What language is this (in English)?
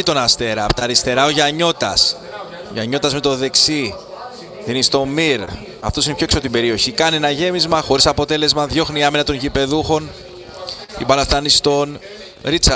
Greek